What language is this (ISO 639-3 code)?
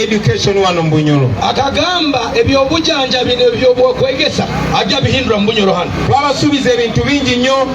lug